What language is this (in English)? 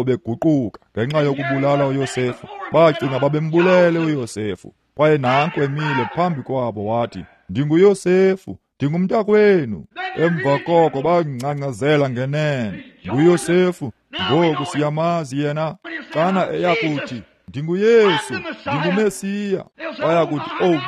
Xhosa